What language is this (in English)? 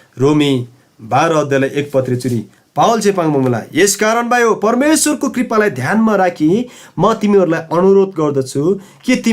Eastern Tamang